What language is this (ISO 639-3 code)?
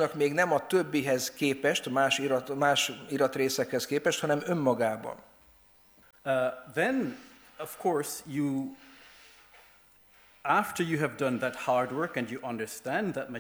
hun